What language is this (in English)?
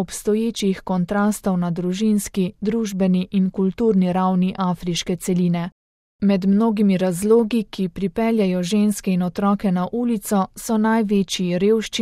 Slovenian